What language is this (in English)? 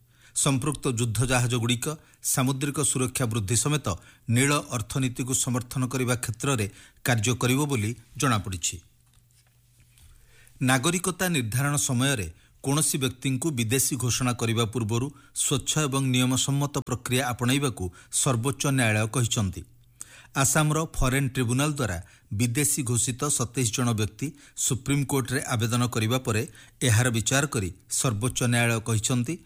Odia